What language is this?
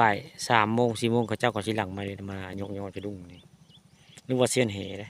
Northeastern Thai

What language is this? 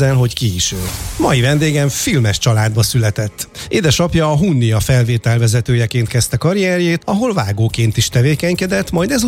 Hungarian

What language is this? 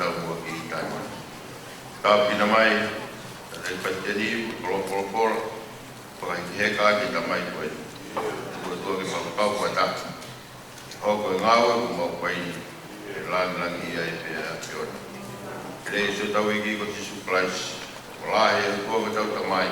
Tongan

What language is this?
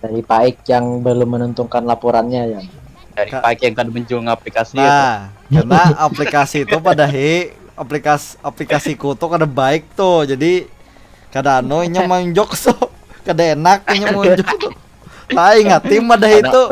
Banjar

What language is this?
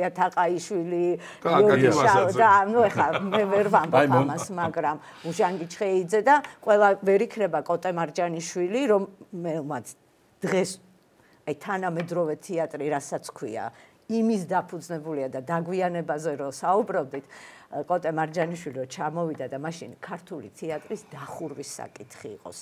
Georgian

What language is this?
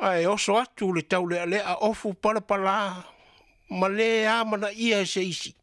Samoan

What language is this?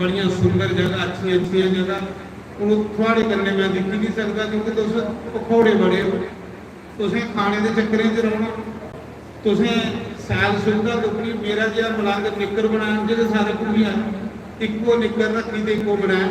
Dogri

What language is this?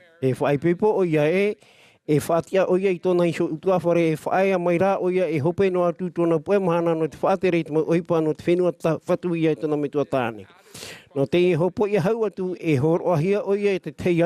Tahitian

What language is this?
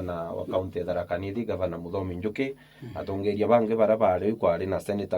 Meru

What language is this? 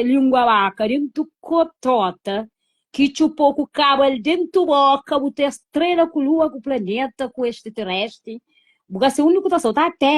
Kabuverdianu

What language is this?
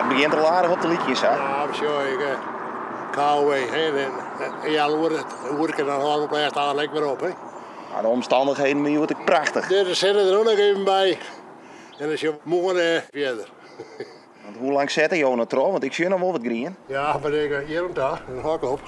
Western Frisian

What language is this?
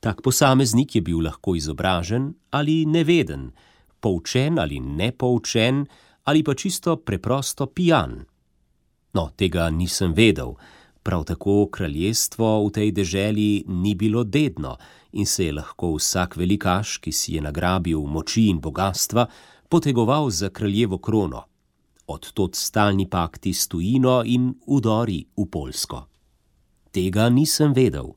Slovenian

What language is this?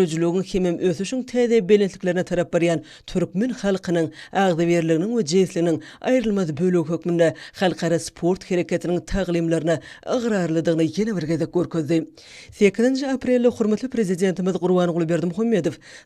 Turkmen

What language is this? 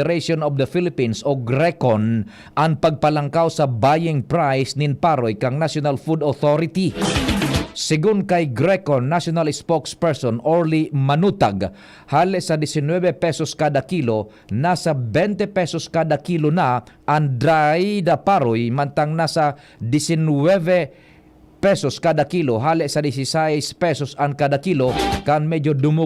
Bikol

